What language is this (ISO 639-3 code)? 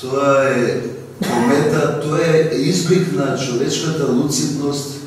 mkd